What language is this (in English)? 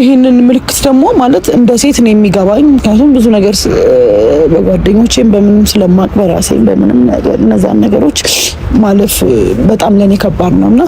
Amharic